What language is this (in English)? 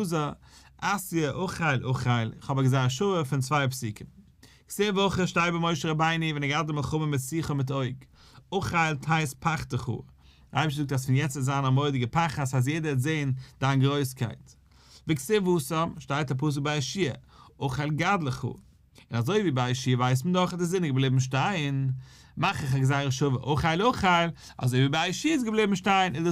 Yiddish